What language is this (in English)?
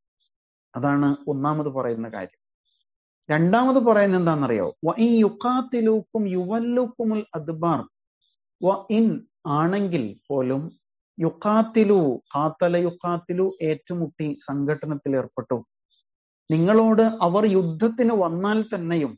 Malayalam